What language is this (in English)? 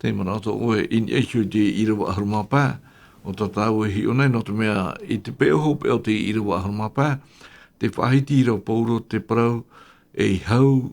Tahitian